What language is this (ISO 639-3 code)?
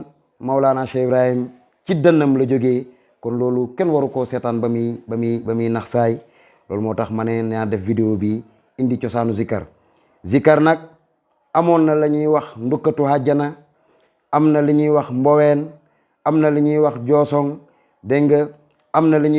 wol